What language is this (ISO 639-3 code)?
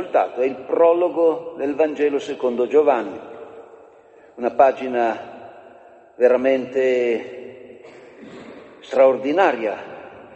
ita